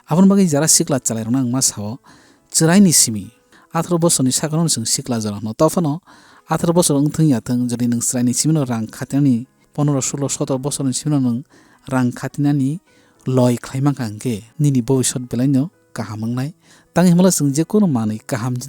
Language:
Kok Borok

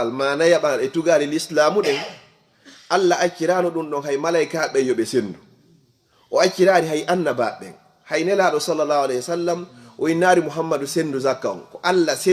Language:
Fula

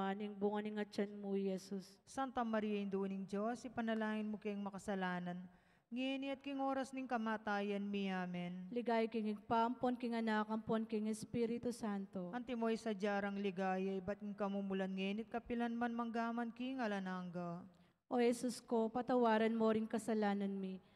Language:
Pampanga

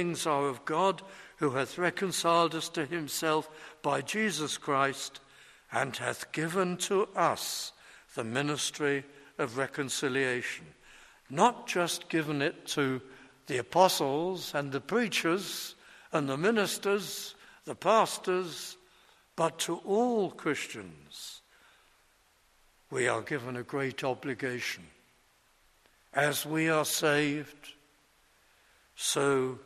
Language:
English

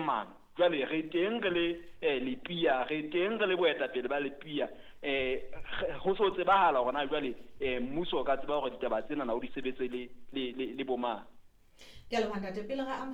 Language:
Southern Sotho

